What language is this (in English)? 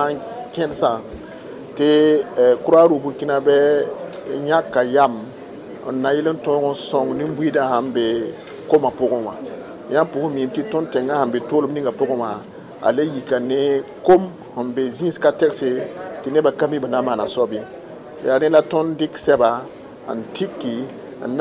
Mossi